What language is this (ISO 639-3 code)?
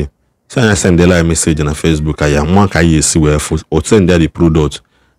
ibo